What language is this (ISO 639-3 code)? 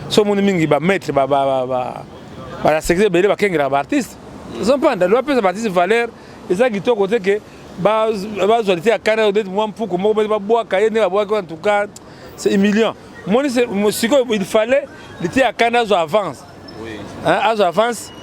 lin